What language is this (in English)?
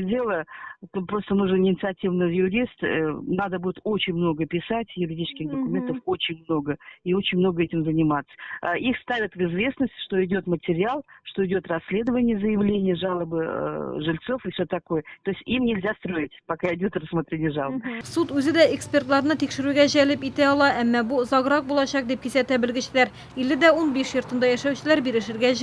Tatar